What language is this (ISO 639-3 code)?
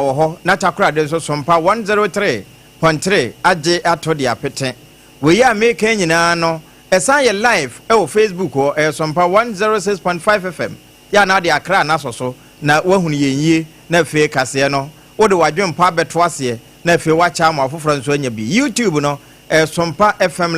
aka